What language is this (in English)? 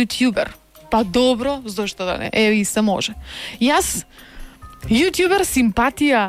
Macedonian